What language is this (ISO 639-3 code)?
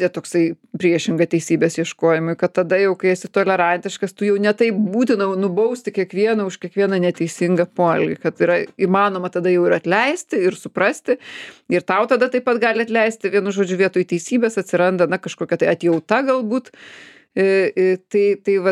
lit